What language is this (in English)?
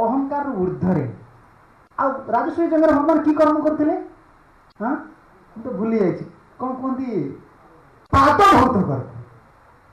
Odia